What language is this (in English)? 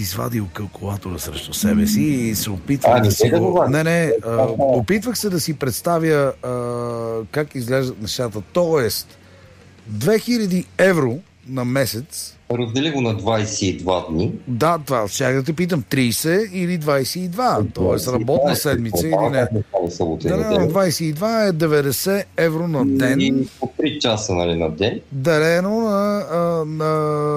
Bulgarian